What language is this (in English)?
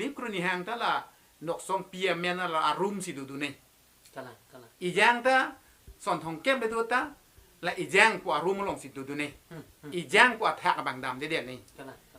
Karbi